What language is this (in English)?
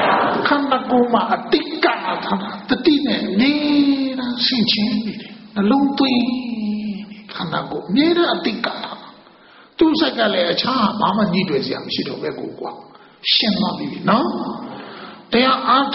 Burmese